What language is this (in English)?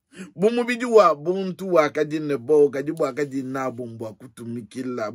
Luba-Lulua